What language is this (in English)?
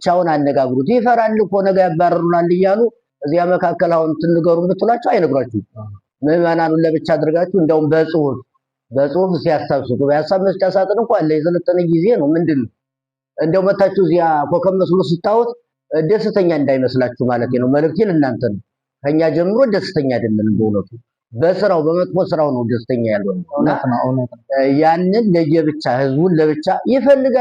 Amharic